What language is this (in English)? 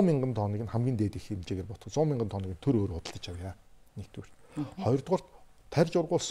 Mongolian